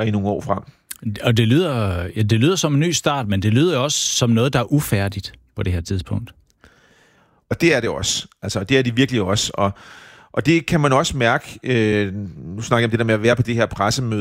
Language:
Danish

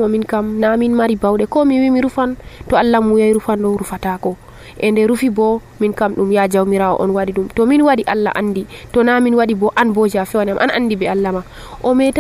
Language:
Nigerian Fulfulde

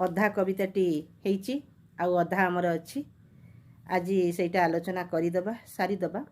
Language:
Odia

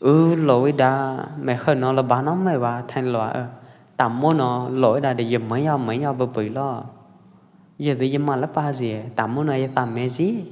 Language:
Pwo Eastern Karen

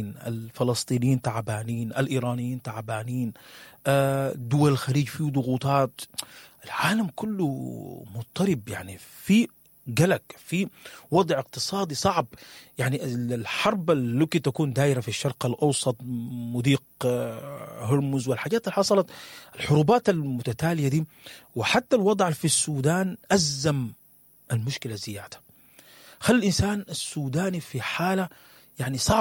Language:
Sudanese Arabic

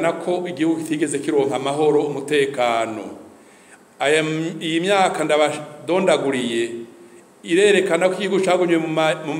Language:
Rundi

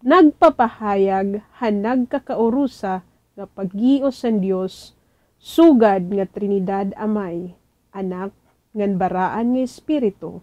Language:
Waray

